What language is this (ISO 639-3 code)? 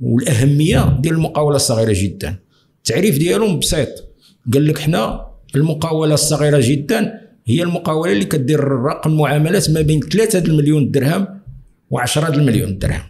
ary